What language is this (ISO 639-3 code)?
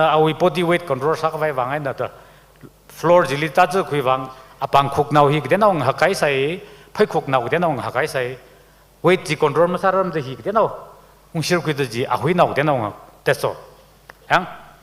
nmf